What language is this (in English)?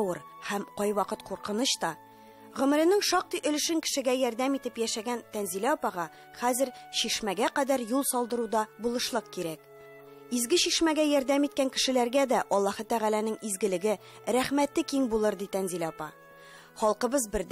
Tatar